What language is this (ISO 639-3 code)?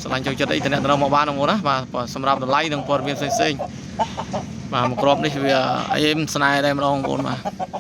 khm